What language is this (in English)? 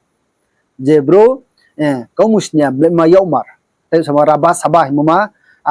Riang (India)